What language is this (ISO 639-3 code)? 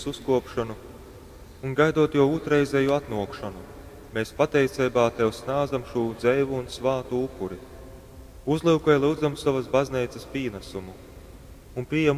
ltg